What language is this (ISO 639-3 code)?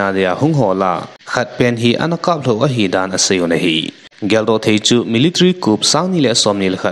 tcz